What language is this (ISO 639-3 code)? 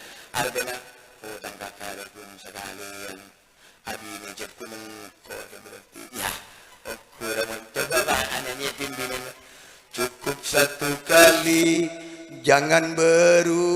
mad